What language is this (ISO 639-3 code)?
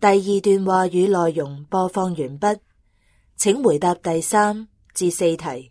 yue